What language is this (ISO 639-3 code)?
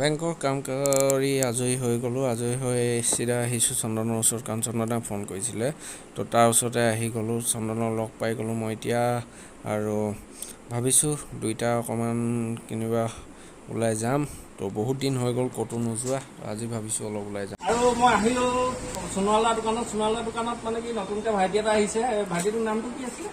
asm